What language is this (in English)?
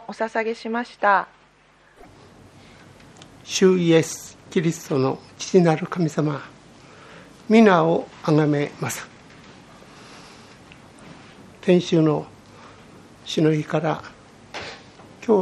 Japanese